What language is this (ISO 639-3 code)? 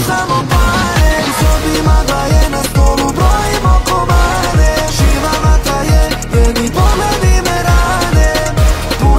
hrv